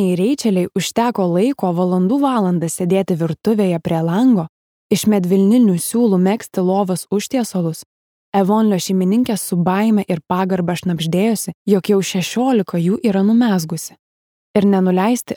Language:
Lithuanian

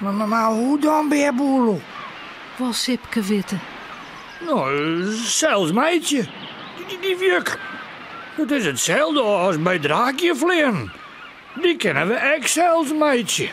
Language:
Western Frisian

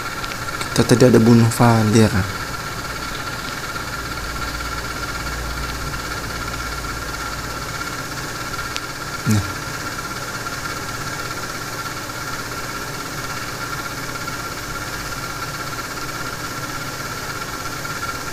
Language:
Indonesian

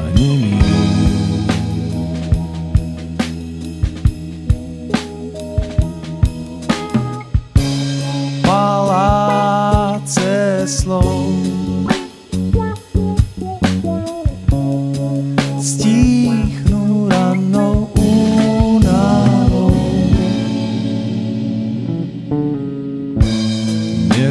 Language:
Slovak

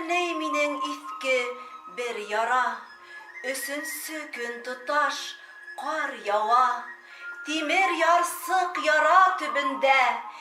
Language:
Bashkir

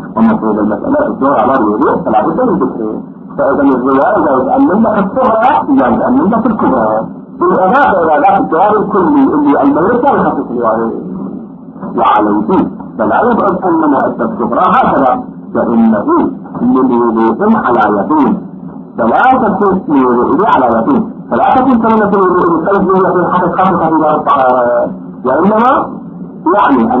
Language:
Arabic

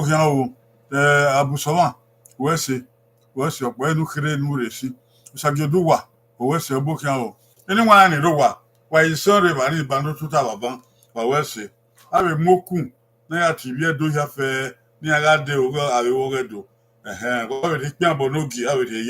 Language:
Bini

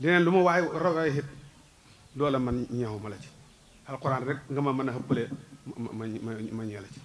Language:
Wolof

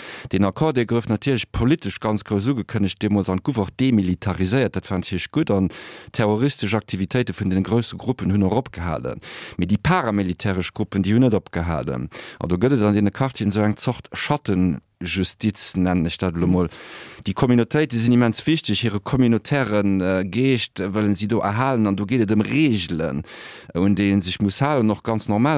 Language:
Luxembourgish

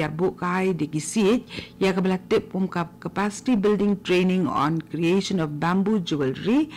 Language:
Khasi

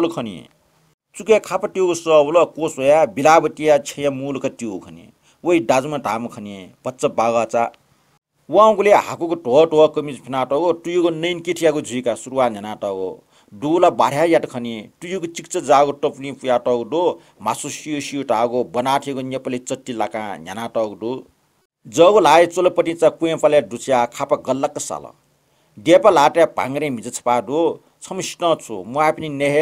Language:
Newari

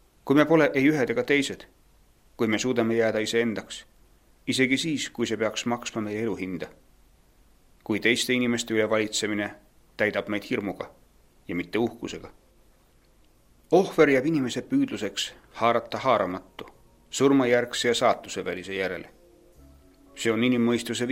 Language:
Estonian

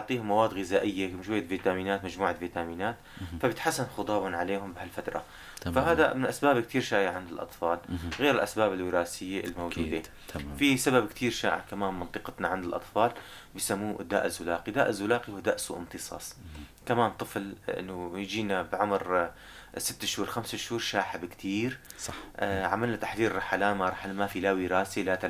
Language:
North Levantine Arabic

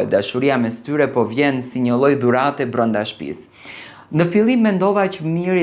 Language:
Albanian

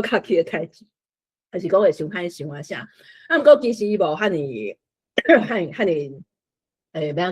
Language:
Min Nan Chinese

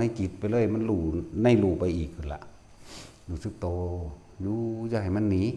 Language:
Northeastern Thai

